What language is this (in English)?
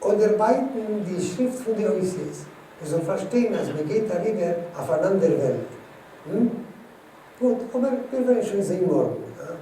Yiddish